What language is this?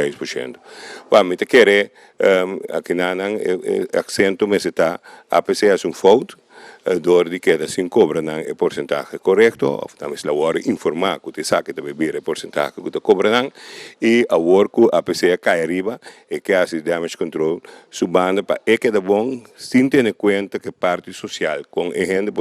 Papiamento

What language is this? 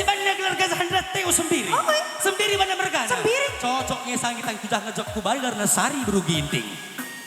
Batak Karo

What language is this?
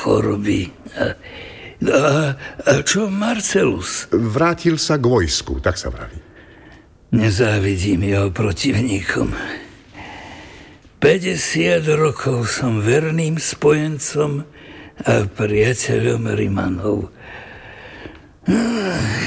Slovak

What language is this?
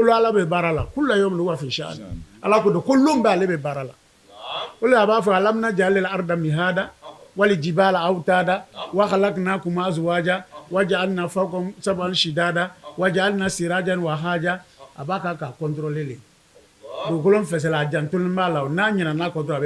Bambara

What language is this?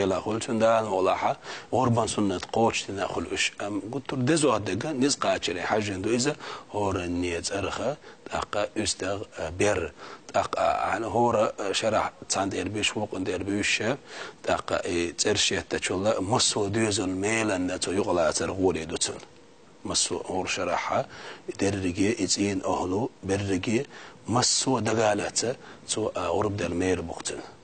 Chechen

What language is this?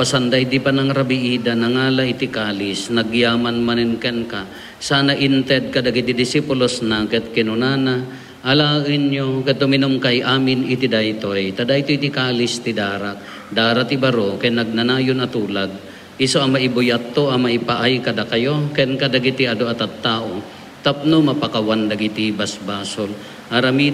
Iloko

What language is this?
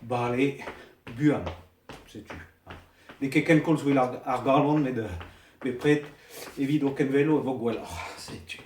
Breton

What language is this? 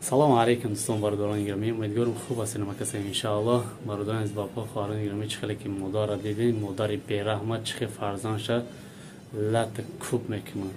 Tajik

